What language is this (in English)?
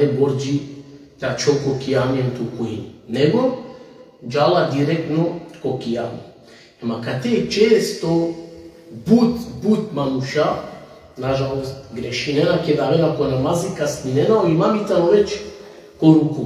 Balkan Romani